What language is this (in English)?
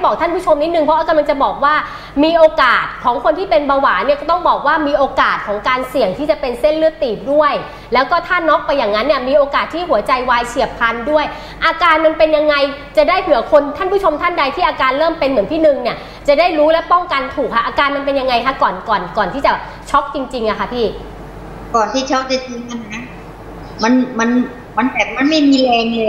Thai